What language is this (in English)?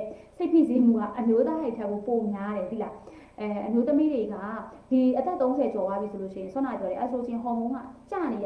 Burmese